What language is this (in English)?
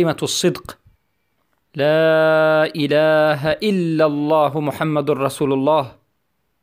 Persian